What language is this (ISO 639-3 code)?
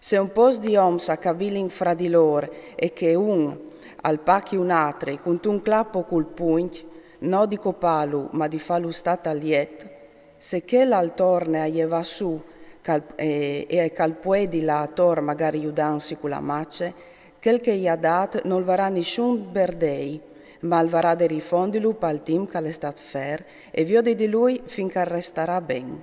fur